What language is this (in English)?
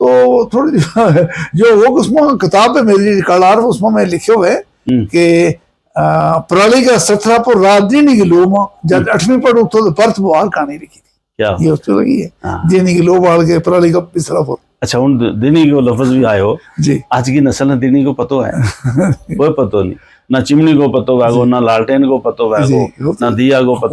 Gujari